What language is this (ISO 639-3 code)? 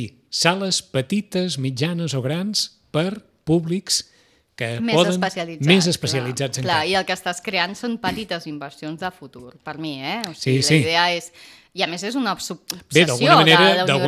cat